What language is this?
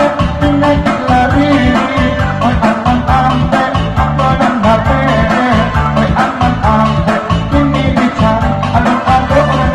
Minangkabau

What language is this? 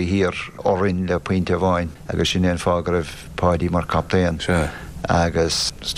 Irish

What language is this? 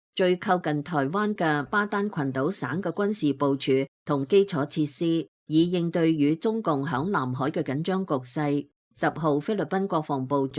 Cantonese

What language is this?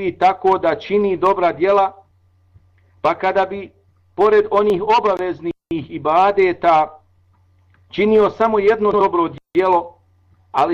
Bosnian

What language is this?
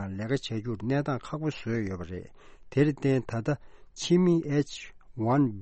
Tibetan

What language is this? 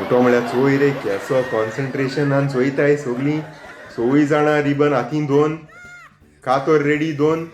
Konkani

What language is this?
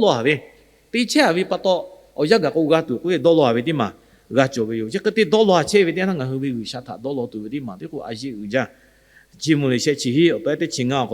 Lahu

